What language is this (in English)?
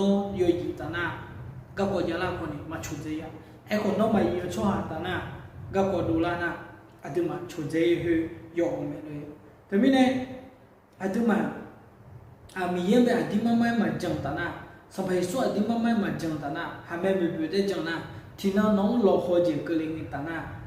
Akha